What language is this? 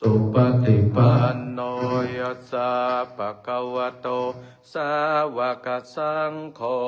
Pali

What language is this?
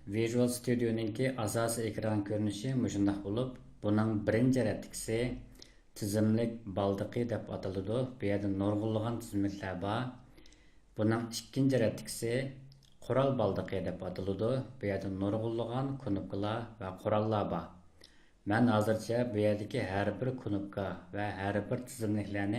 Uyghur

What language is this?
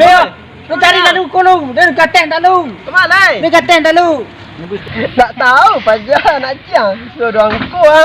Minangkabau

